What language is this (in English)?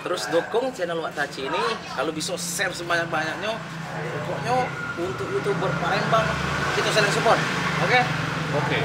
Musi